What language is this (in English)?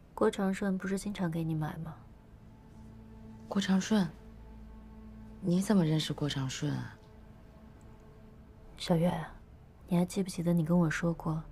Chinese